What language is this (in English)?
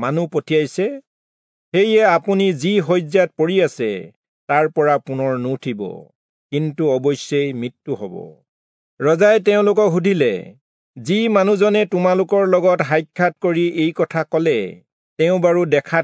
Assamese